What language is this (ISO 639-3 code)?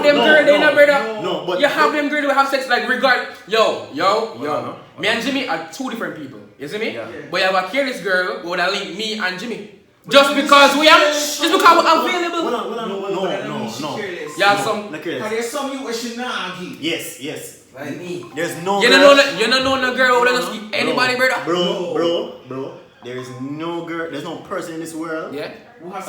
jam